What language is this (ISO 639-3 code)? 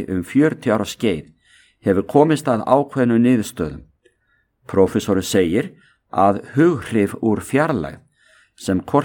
isl